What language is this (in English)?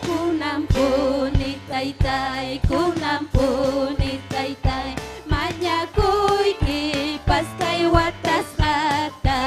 Ayacucho Quechua